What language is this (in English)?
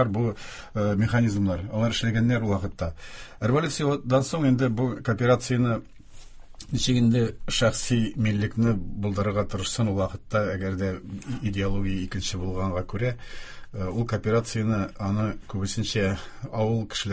Tatar